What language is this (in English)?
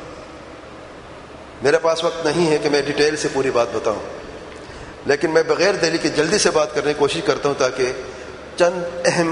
Urdu